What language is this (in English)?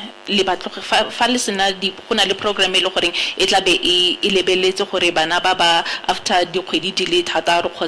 Tswana